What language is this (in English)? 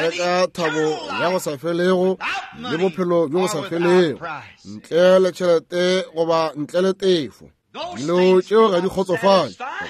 Northern Sotho